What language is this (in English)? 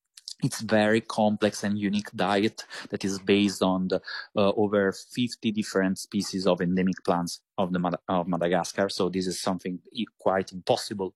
English